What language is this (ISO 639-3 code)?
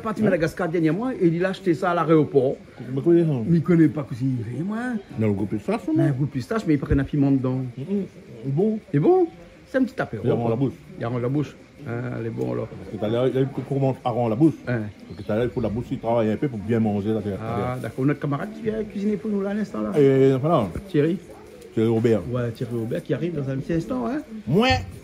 rcf